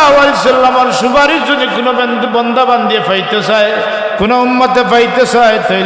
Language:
Sylheti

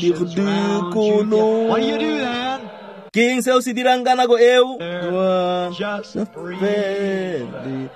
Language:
Tswana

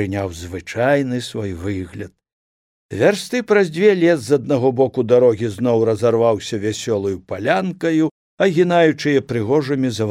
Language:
Belarusian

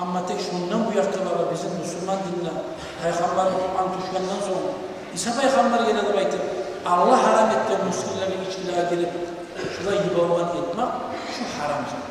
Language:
Kumyk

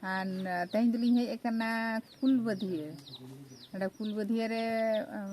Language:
Santali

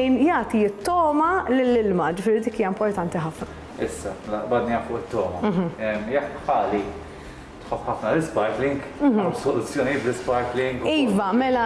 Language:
Maltese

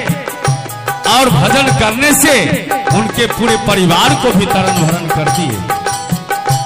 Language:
Hindi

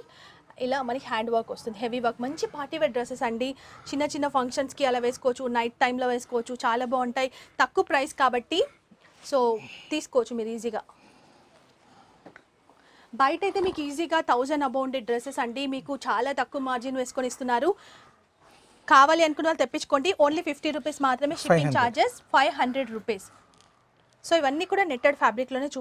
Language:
Telugu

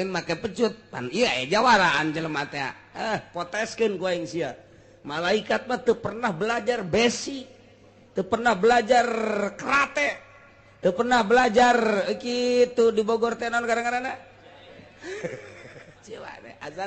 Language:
Sundanese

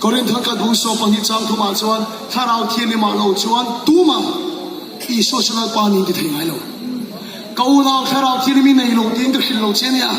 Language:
Mizo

